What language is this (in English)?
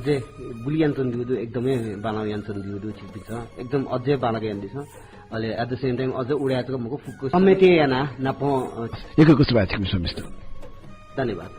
Newari